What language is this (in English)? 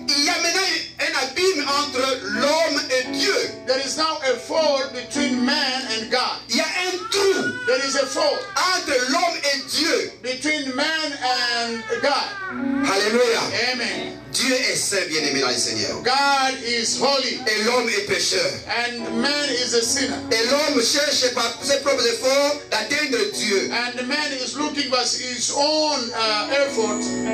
French